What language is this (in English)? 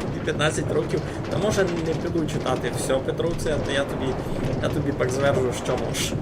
Rusyn